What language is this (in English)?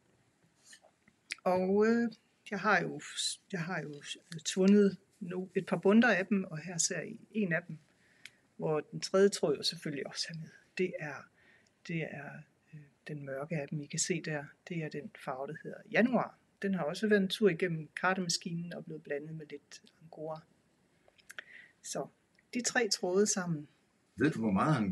Danish